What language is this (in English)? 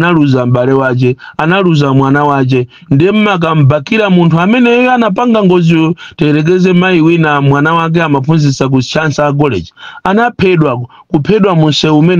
Nyanja